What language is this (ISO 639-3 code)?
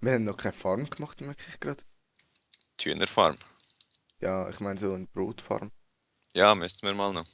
gsw